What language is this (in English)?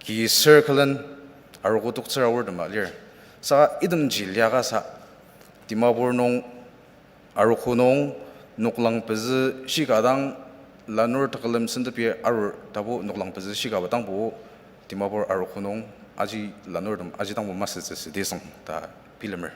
Ao Naga